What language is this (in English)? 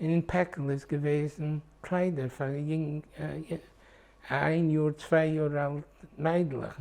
Yiddish